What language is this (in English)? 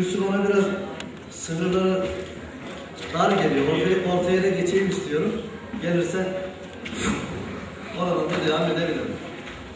Turkish